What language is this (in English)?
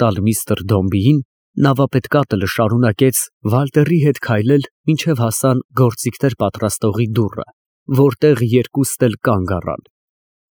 Armenian